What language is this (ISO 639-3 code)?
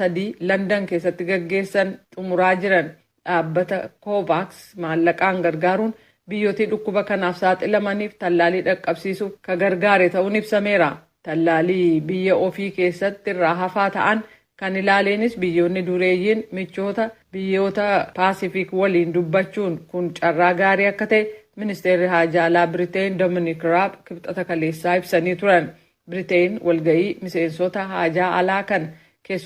orm